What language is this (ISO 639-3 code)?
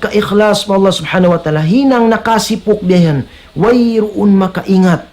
tsg